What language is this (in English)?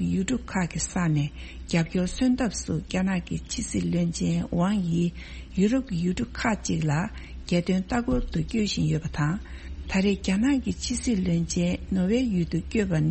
Tibetan